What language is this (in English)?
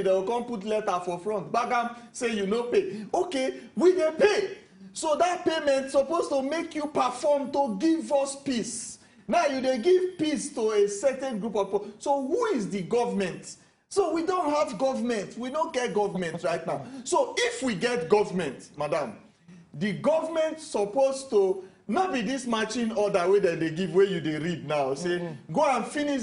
Nigerian Pidgin